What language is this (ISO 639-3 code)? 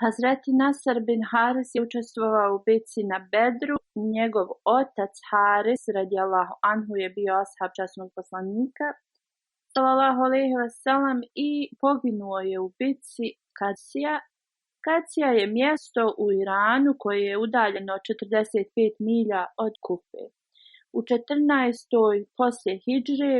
bos